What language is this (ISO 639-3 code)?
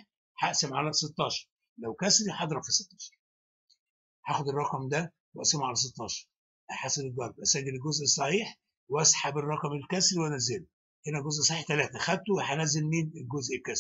arz